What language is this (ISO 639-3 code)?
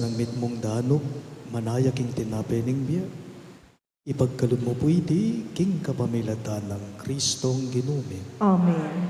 pam